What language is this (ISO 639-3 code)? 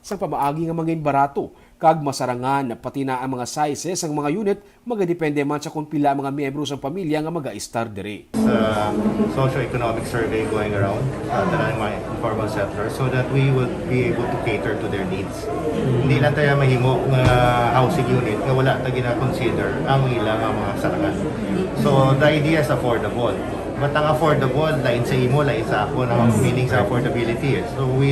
hil